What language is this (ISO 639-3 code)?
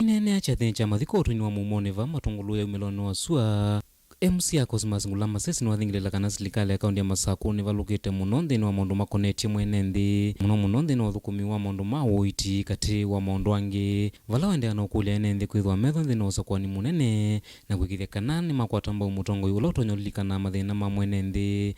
kam